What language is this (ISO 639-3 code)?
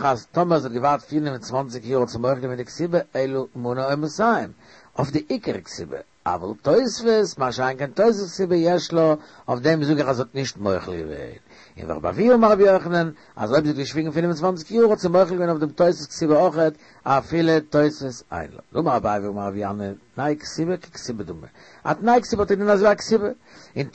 yid